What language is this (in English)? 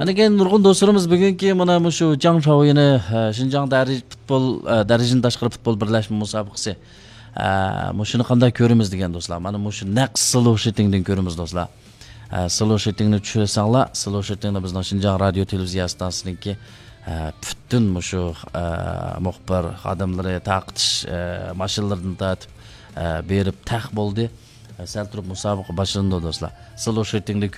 Uyghur